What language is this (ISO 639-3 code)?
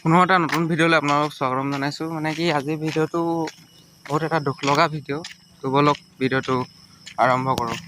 asm